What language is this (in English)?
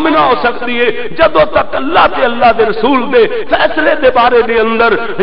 Western Panjabi